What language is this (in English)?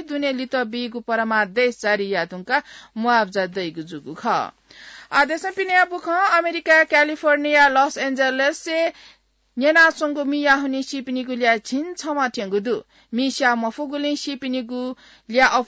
Newari